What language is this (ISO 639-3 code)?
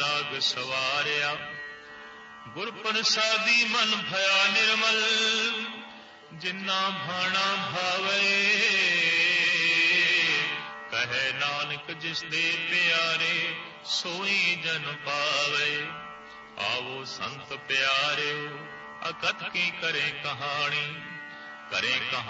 pan